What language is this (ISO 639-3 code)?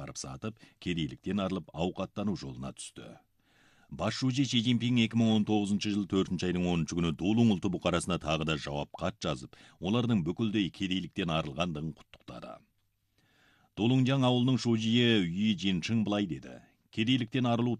kaz